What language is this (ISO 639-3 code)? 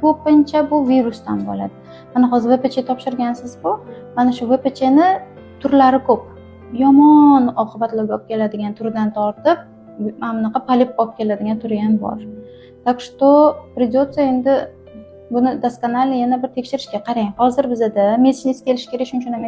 uzb